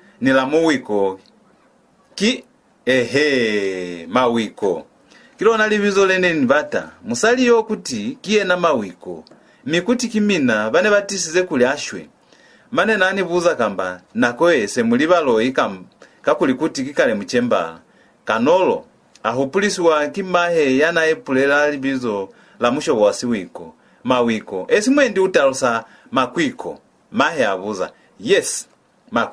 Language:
Lozi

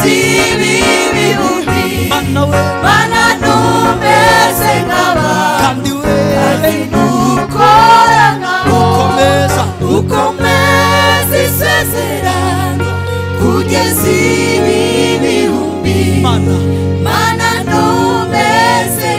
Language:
Kinyarwanda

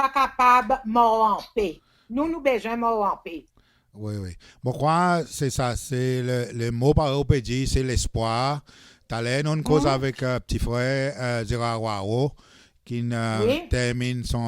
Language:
Seselwa Creole French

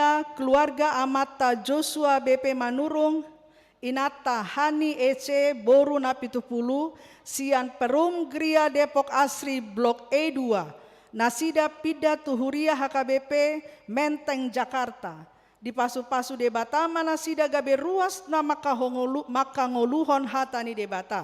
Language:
Batak Toba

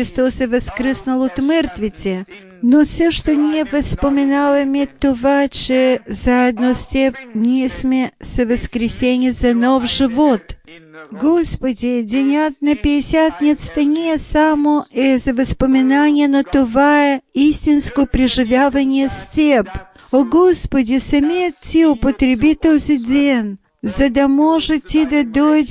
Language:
Bulgarian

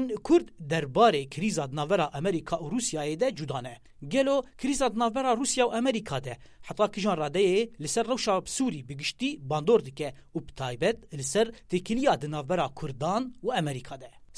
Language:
Kurdish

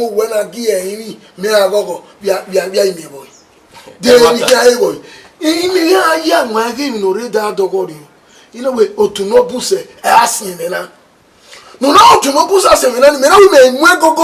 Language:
Bini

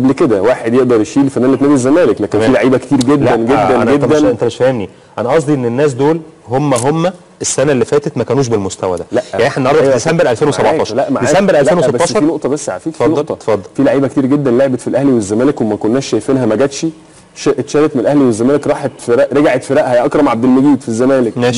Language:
Egyptian Arabic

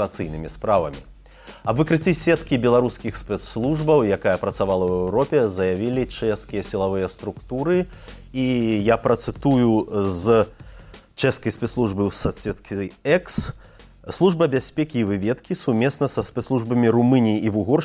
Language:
Belarusian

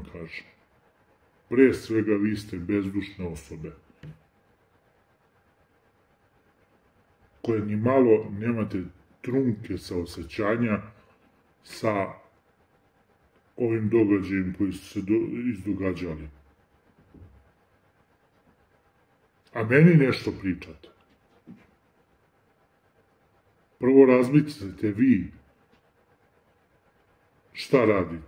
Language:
Serbian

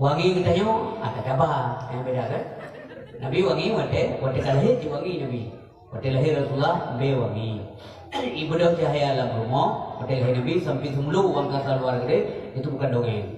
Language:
Achinese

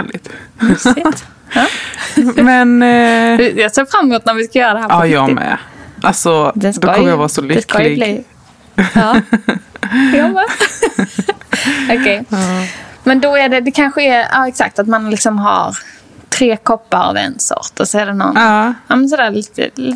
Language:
Swedish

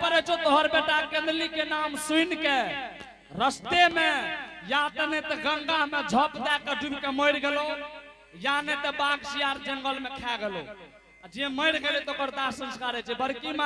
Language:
Angika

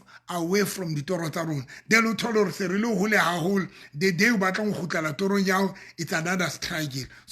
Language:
Southern Sotho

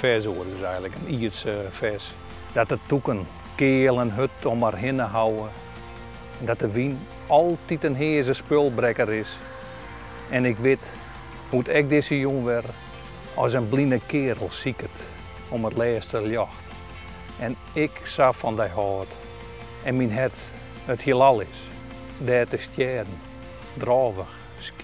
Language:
Western Frisian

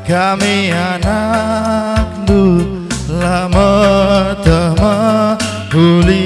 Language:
Batak Karo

